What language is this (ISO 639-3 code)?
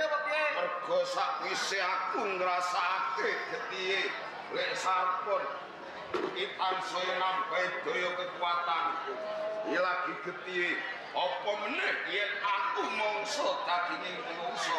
jav